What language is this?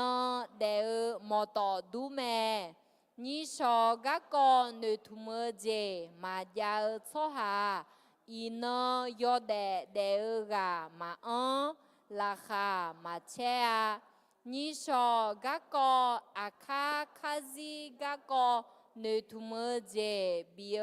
Akha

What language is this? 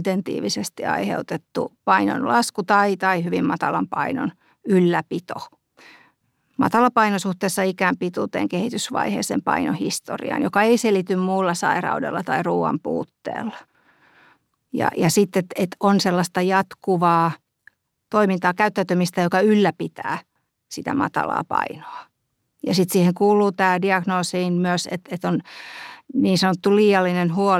Finnish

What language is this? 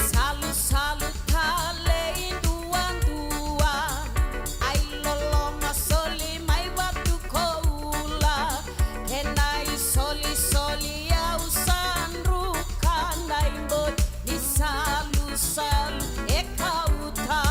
Fijian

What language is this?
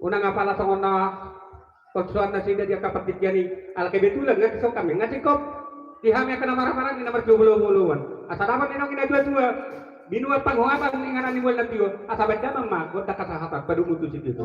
Batak Toba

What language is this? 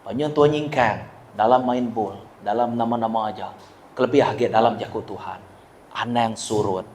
Iban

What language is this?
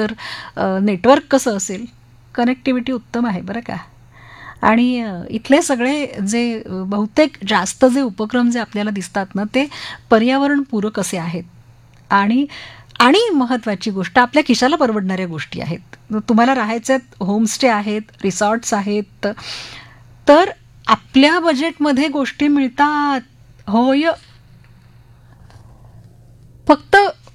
Marathi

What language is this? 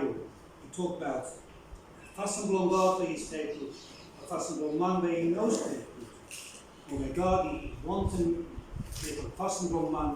Bislama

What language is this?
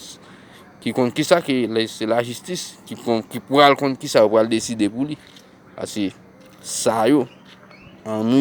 Haitian Creole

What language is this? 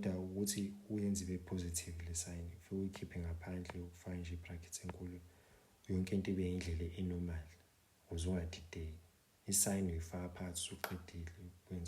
Zulu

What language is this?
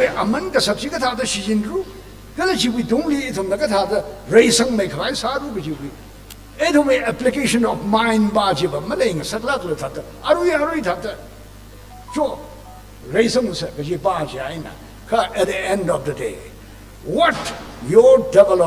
Tangkhul Naga (India)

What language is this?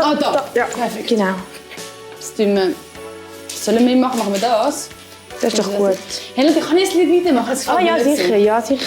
Swiss German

